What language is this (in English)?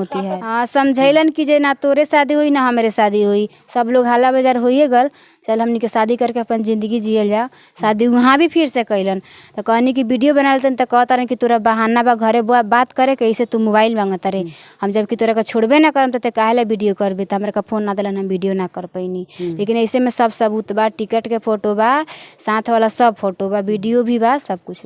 Bhojpuri